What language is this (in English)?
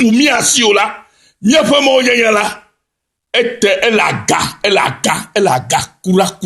Ewe